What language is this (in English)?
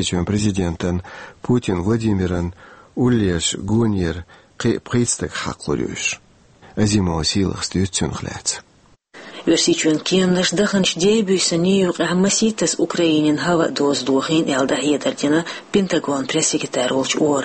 Chechen